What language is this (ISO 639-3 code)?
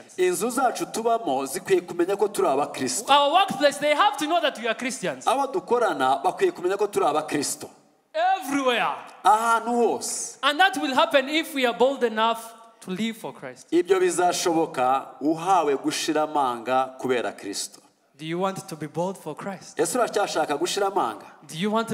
kin